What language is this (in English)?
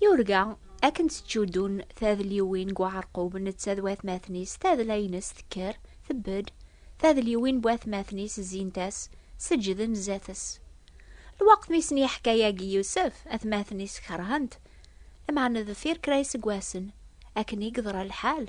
Kabyle